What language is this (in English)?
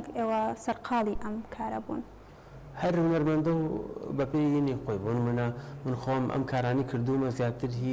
Central Kurdish